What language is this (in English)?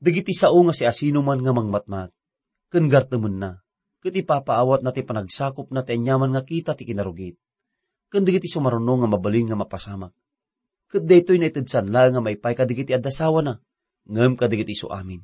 Iloko